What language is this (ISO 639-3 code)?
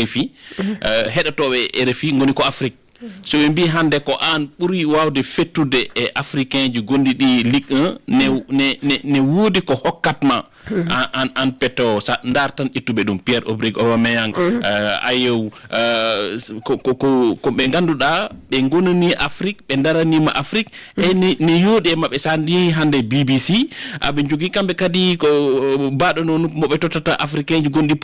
ful